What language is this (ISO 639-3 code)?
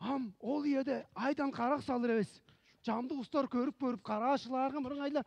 tyv